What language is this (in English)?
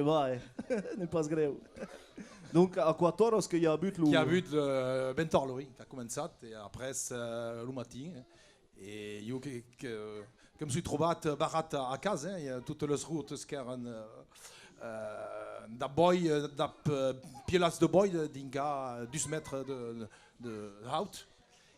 Occitan